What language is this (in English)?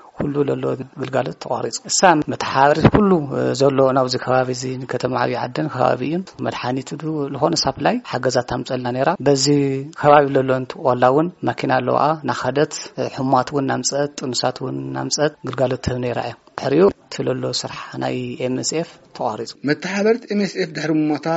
Tigrinya